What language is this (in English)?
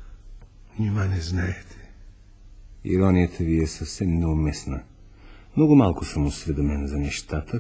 Bulgarian